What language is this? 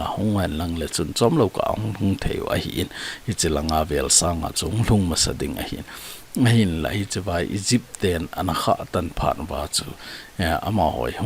Thado Chin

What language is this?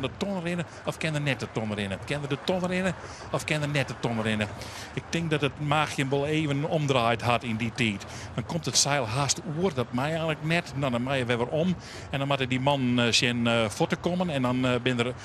Western Frisian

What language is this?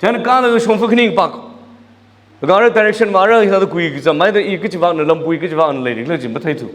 Tangkhul Naga (India)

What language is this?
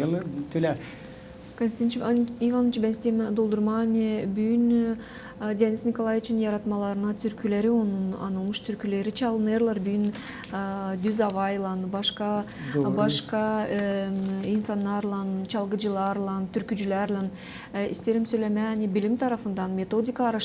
Gagauz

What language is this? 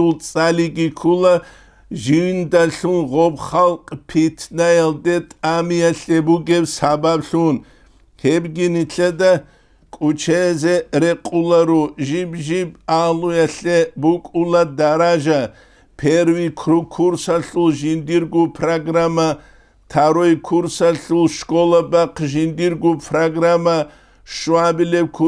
Avaric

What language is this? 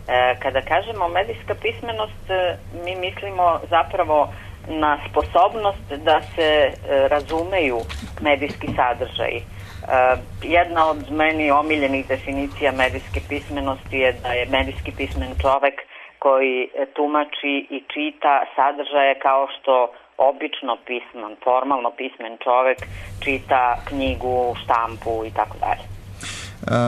Serbian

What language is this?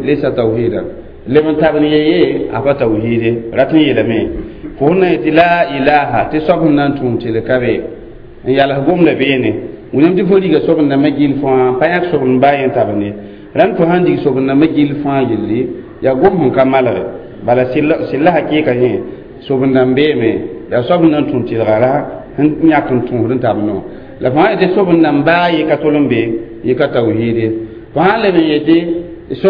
Mossi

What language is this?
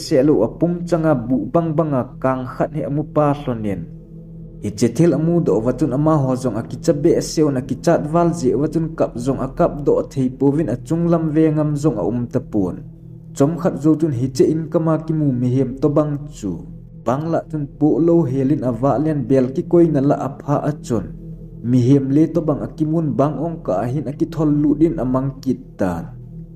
Thado Chin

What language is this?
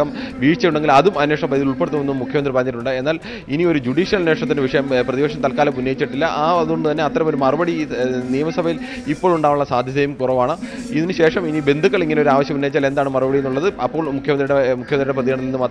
Malayalam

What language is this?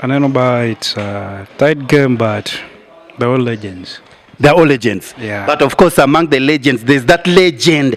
Acoli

